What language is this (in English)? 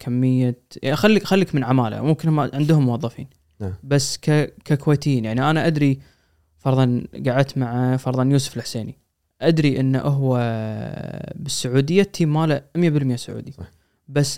Gulf Arabic